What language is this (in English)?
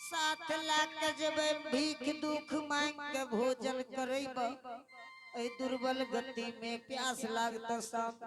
Angika